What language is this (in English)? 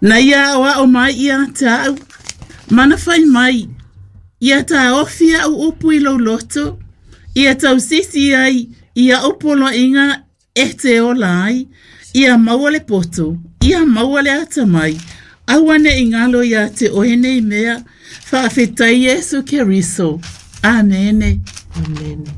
Samoan